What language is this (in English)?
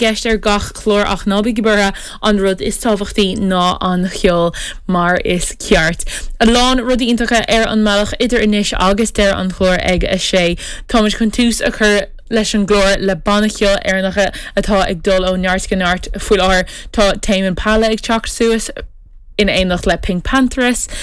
Irish